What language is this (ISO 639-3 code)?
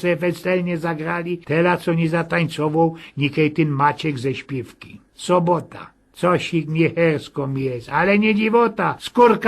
szl